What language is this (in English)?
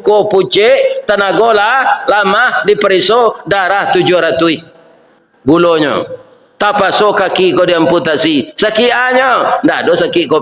Minangkabau